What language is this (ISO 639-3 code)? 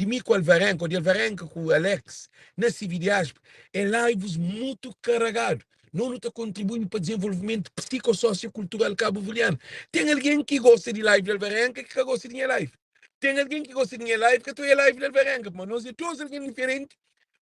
kea